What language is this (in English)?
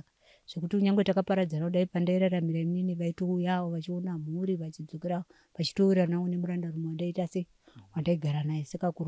Shona